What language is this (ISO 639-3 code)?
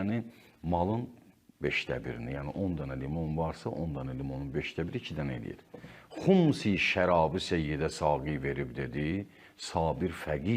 aze